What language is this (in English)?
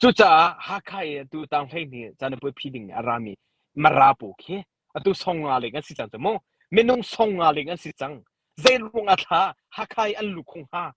Hakha Chin